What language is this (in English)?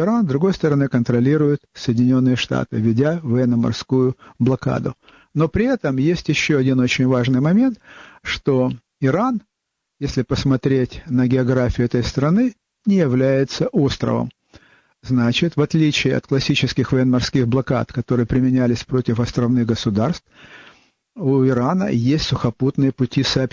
Russian